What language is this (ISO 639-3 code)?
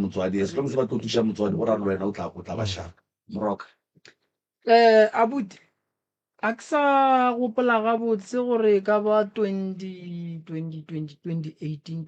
nso